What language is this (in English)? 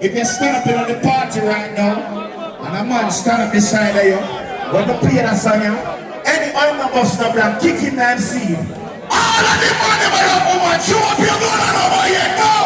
Jamaican Creole English